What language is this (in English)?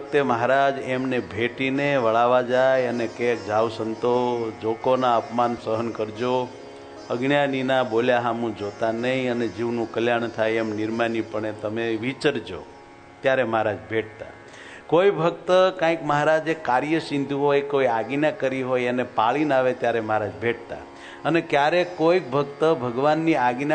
Gujarati